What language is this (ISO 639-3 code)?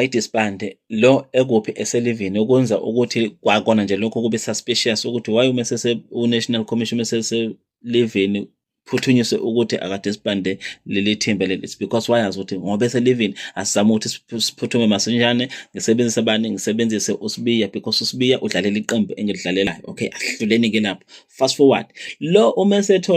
zul